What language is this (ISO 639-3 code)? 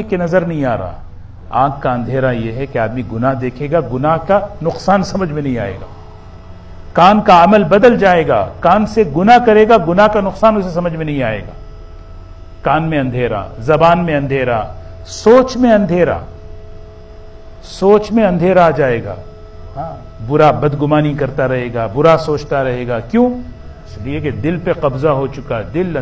urd